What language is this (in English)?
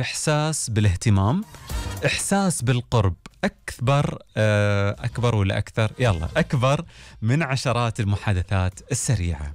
Gulf Arabic